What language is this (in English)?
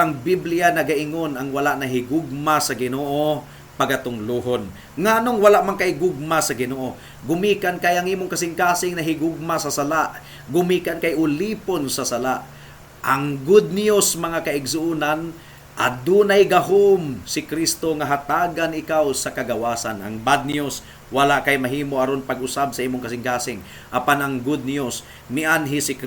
Cebuano